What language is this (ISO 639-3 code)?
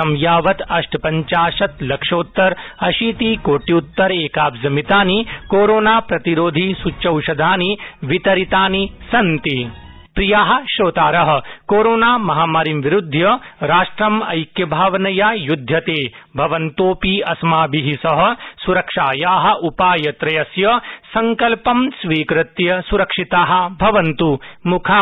san